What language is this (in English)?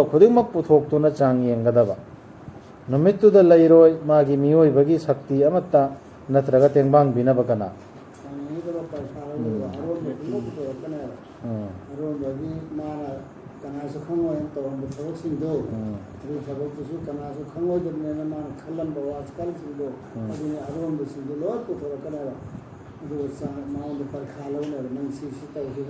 Manipuri